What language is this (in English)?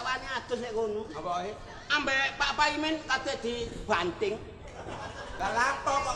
Javanese